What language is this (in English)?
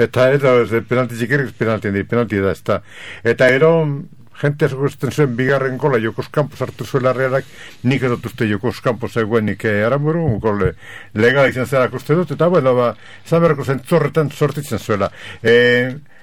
Basque